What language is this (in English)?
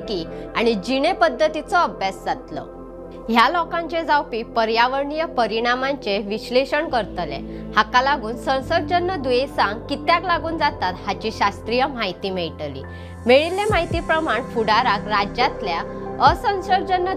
Konkani